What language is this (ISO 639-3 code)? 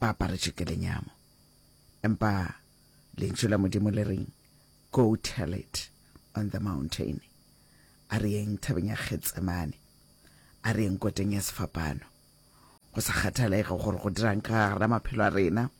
nso